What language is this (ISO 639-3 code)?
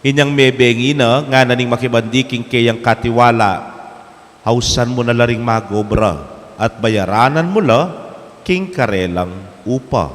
pam